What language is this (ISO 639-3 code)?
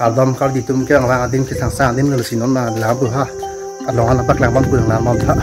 mjw